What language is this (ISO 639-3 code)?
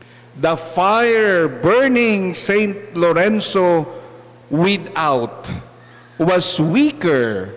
hil